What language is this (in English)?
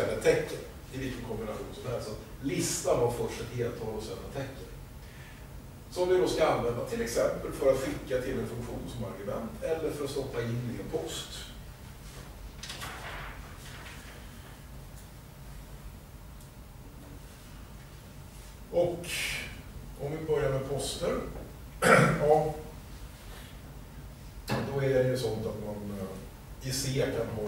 Swedish